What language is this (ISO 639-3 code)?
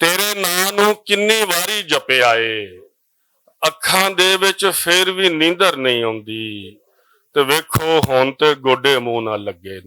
lah